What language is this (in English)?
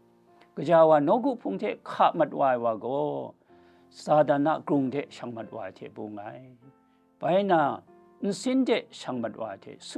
Kachin